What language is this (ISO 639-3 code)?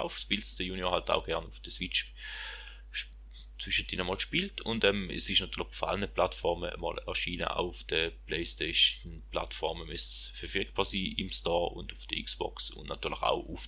gsw